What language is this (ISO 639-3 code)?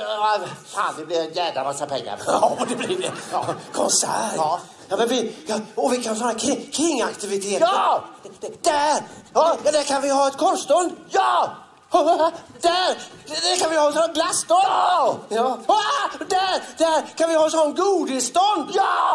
swe